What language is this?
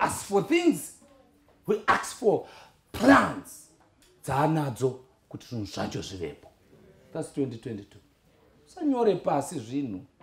Shona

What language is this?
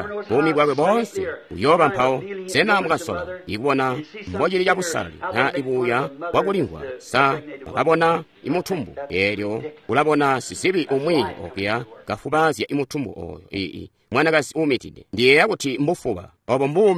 Tonga (Zambia)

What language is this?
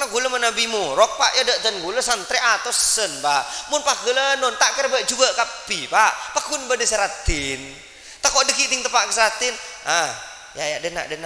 Madurese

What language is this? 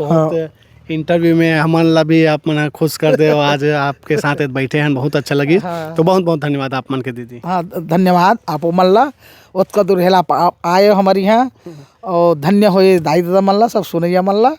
Chhattisgarhi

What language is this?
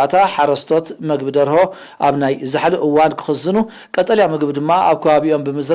Tigrinya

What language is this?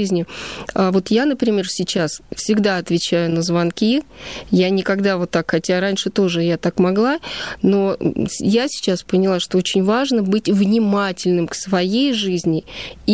Russian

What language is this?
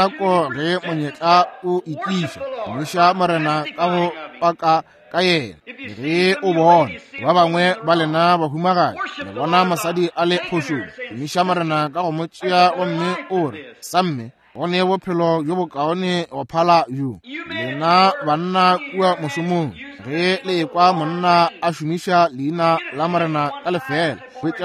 Northern Sotho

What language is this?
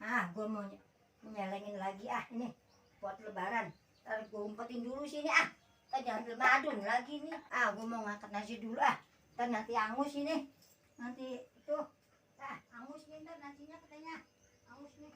Betawi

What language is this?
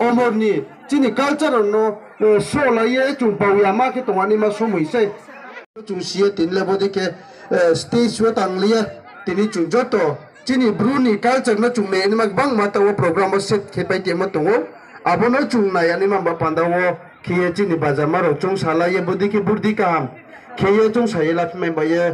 Riang (India)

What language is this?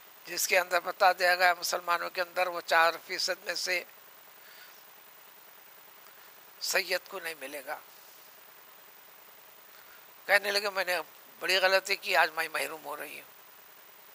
Urdu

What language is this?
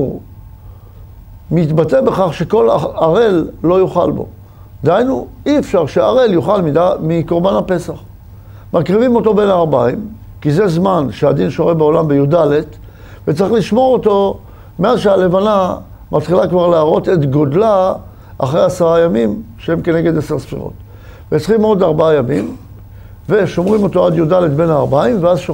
Hebrew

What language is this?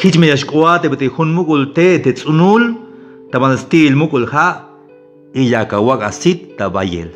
Tzeltal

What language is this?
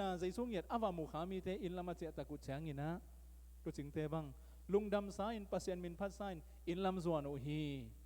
Tedim Chin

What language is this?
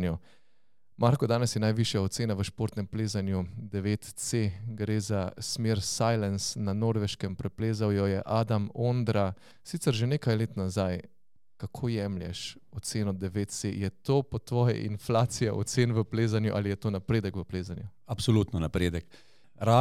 Slovenian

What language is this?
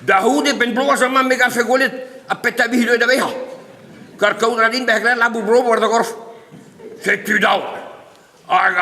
Breton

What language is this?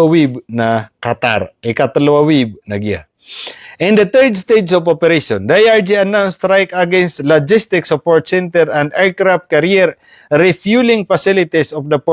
Maranao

